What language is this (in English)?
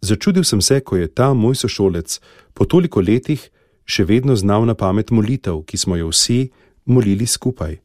Slovenian